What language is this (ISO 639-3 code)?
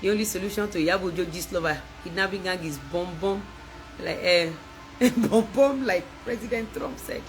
yor